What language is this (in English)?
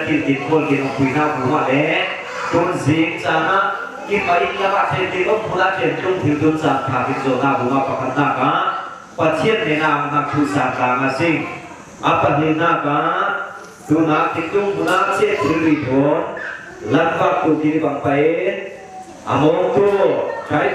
Falam Chin